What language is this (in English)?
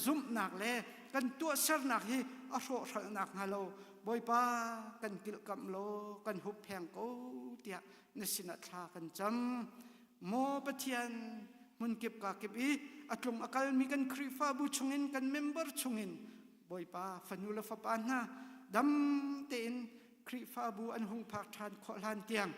Hakha Chin